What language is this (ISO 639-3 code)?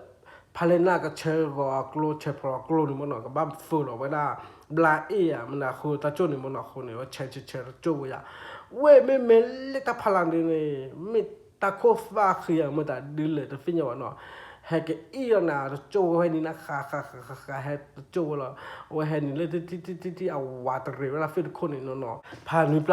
ksw